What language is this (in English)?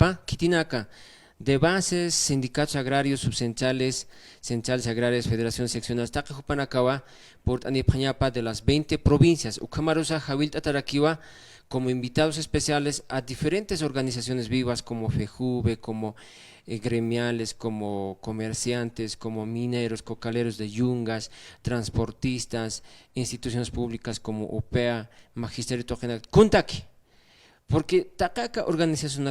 Aymara